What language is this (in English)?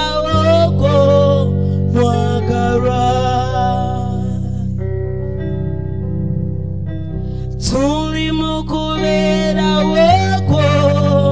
Ganda